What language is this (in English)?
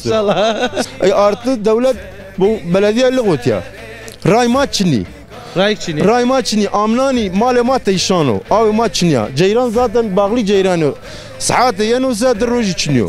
Zaza